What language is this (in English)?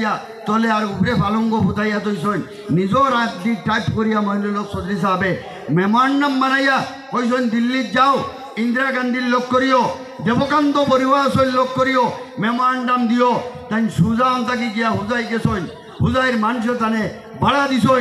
Sylheti